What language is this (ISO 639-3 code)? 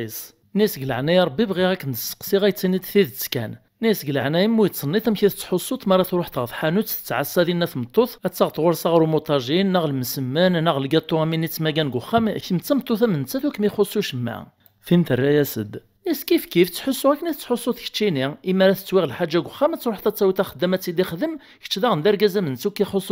kab